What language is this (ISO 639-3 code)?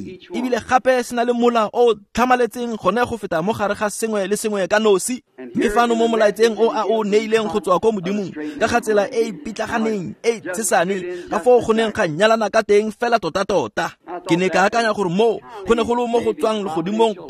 tsn